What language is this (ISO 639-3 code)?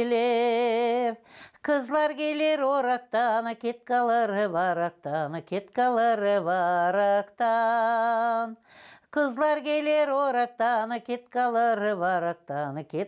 gag